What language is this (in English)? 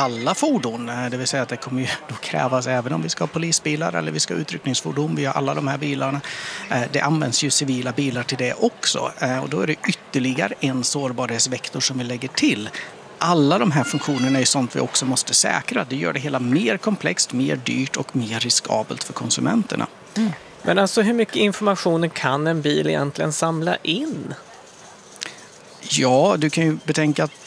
Swedish